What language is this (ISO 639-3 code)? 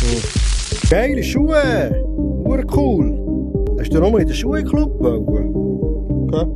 gsw